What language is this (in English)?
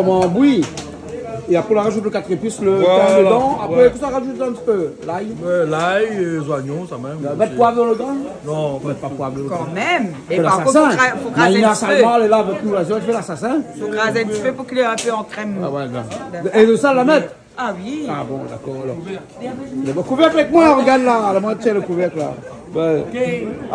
Réunion Creole French